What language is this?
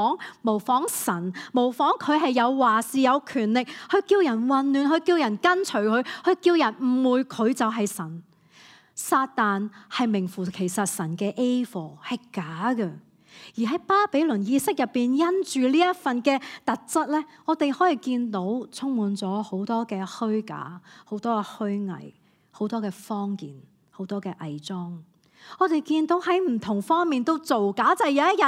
Cantonese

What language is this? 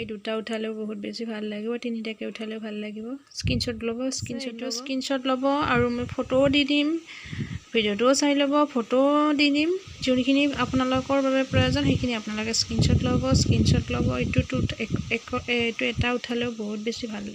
Assamese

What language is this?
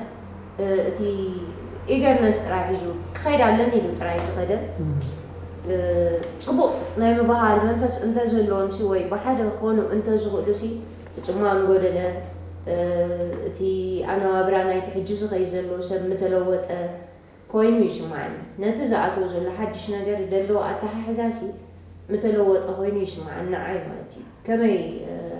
Tigrinya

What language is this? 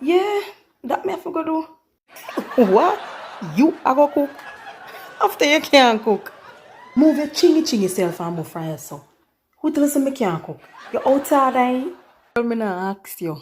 Jamaican Creole English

